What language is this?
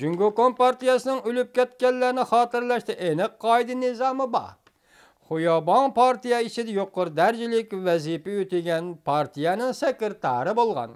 Uyghur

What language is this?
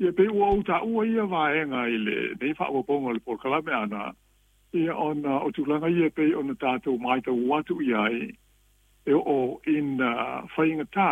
Samoan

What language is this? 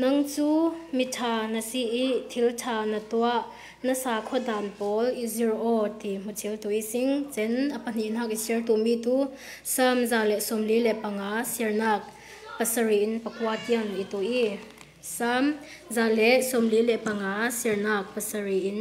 Falam Chin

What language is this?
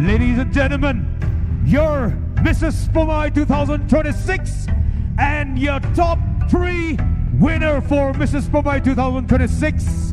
Poumei Naga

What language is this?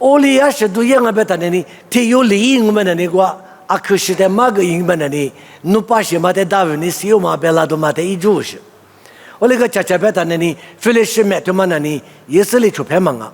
Lisu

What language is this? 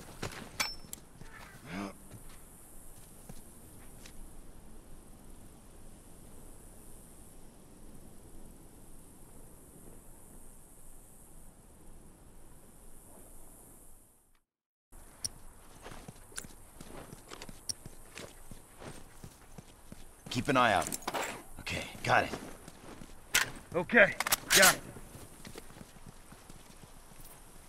English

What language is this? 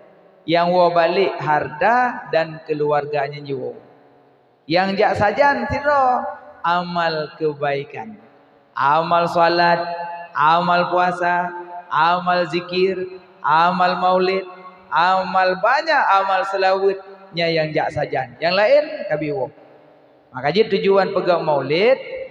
Achinese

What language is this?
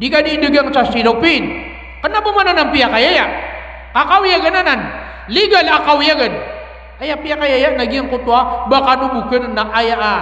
Maranao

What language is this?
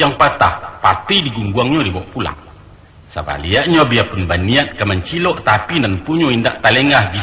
Minangkabau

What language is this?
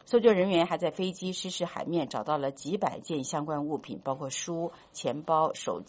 Chinese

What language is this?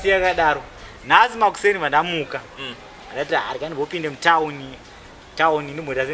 Shona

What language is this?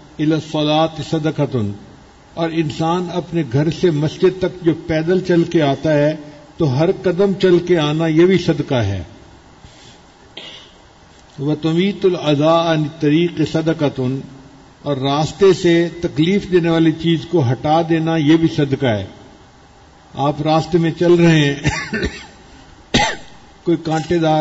Urdu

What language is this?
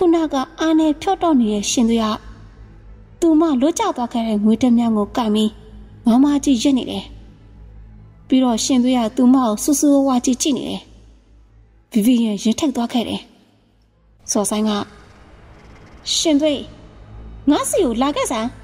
Burmese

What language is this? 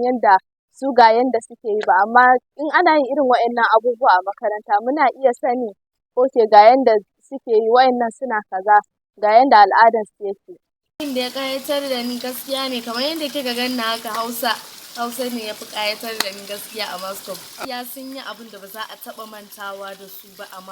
Hausa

